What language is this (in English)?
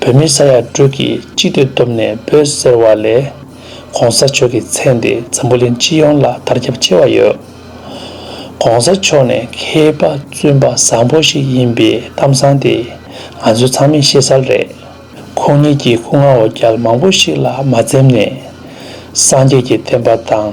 Tibetan